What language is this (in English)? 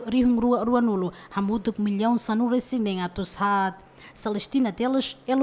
Tetum